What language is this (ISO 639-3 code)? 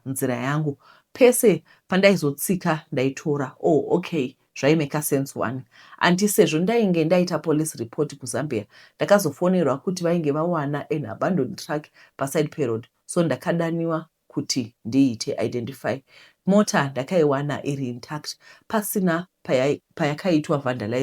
sna